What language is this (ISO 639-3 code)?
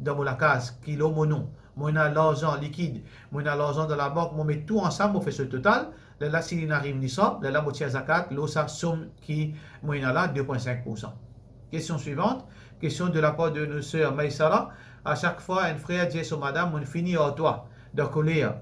mfe